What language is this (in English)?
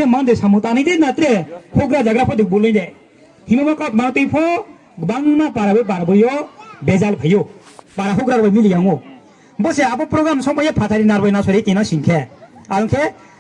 Riang (India)